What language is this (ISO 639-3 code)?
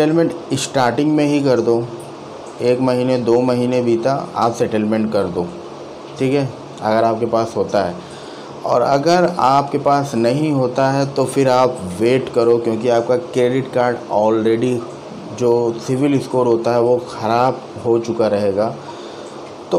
hin